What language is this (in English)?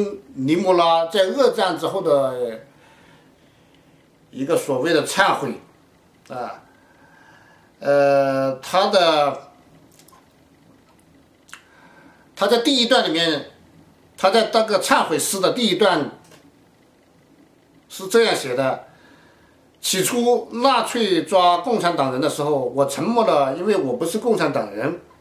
Chinese